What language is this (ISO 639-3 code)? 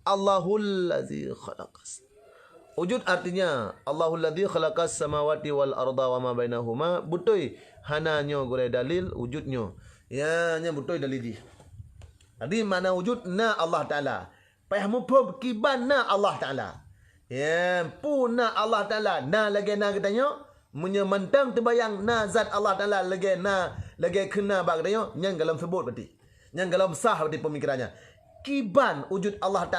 ace